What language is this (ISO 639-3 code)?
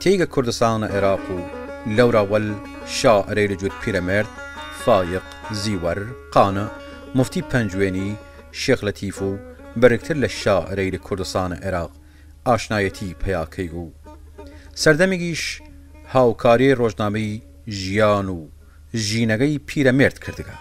sdh